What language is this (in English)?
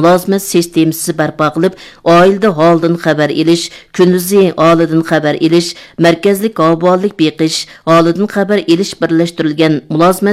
Uyghur